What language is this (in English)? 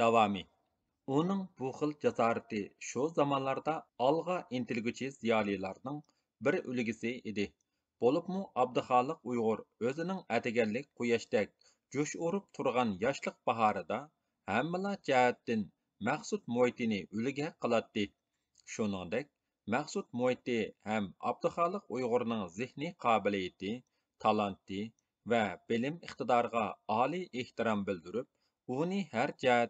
Uyghur